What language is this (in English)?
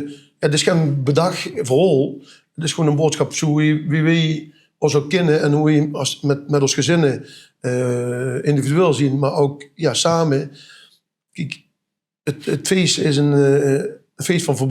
Limburgish